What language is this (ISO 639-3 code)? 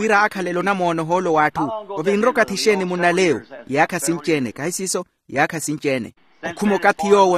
vmw